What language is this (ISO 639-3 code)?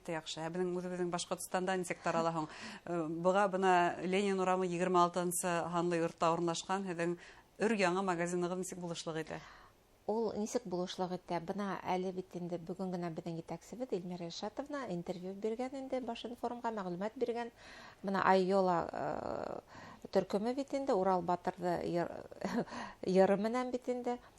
bak